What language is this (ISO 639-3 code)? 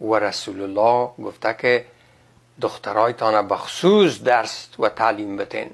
fas